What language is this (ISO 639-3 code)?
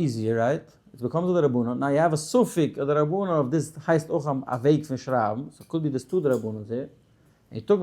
yid